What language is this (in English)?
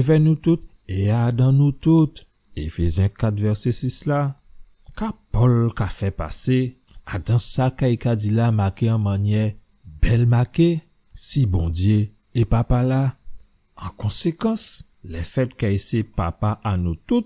Guadeloupean Creole French